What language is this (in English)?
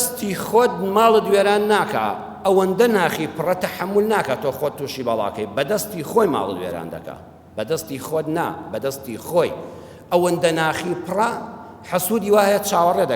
Central Kurdish